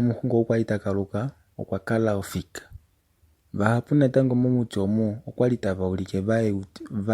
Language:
Kuanyama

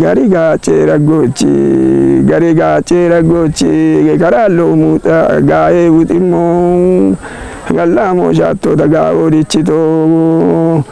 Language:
Kafa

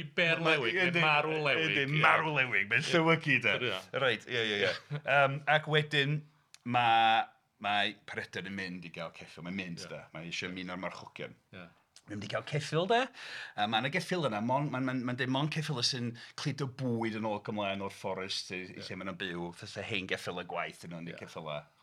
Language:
Welsh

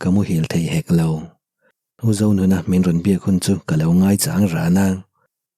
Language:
Mizo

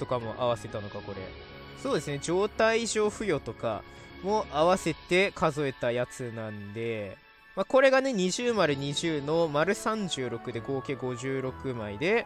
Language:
Japanese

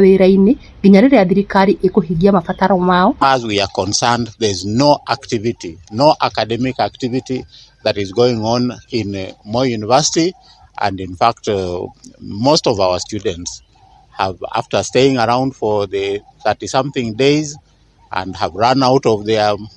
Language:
Kikuyu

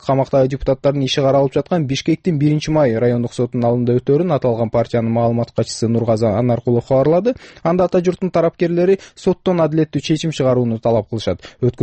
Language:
Kyrgyz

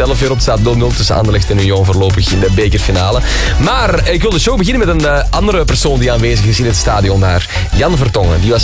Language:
Dutch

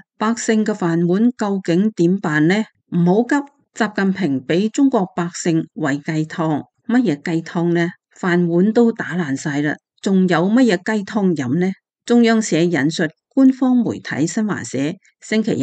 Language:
Cantonese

